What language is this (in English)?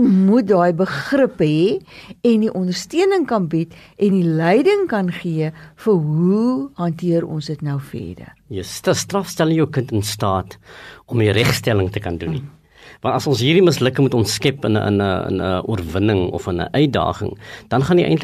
Afrikaans